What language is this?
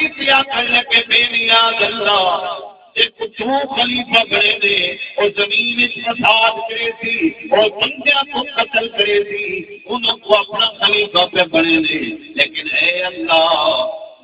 Saraiki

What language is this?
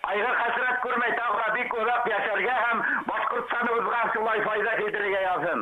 Bashkir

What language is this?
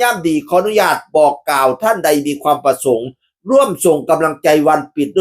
Northeastern Thai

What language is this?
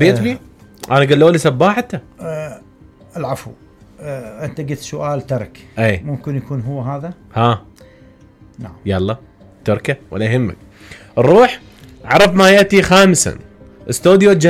Mesopotamian Arabic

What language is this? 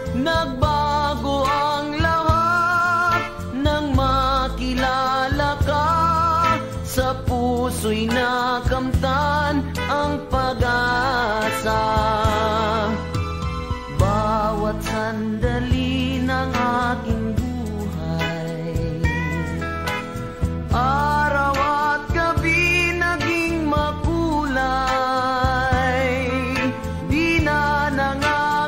Filipino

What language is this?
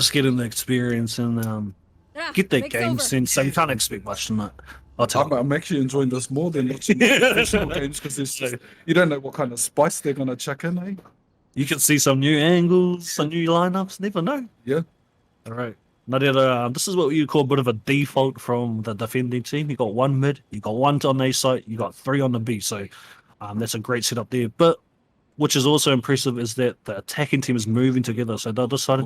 Māori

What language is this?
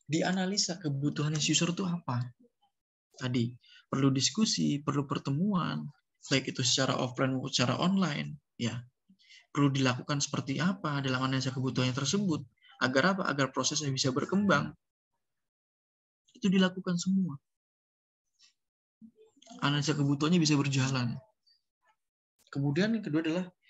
Indonesian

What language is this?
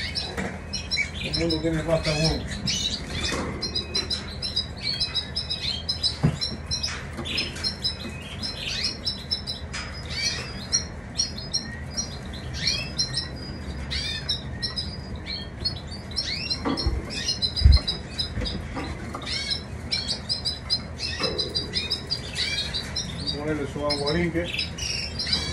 Spanish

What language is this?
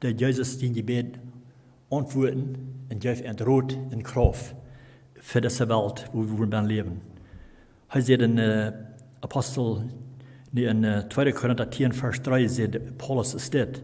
Plautdietsch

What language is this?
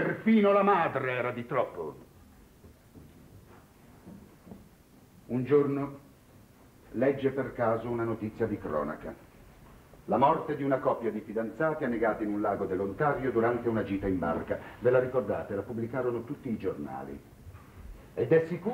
Italian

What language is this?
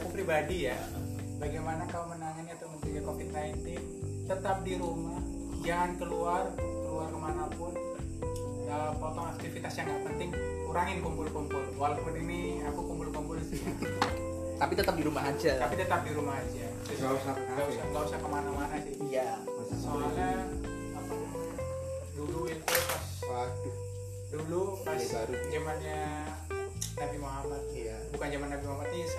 Indonesian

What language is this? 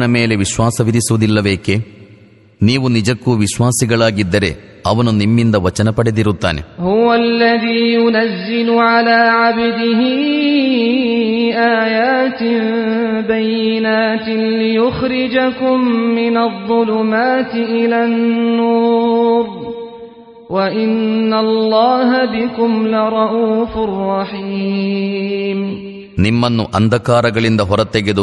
Kannada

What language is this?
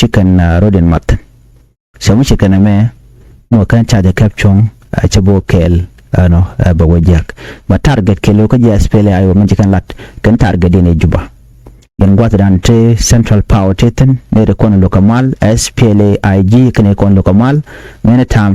Nuer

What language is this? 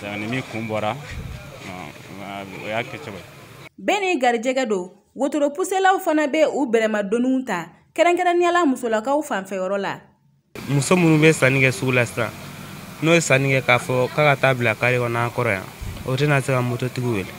Bambara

